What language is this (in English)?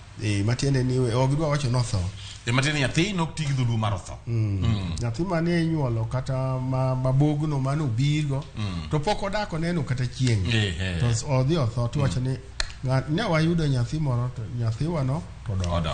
Luo (Kenya and Tanzania)